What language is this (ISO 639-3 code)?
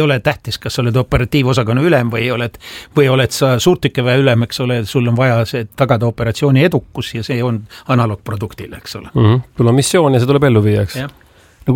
est